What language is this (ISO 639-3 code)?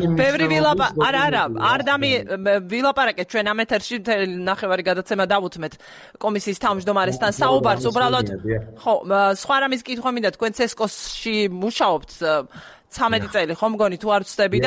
kat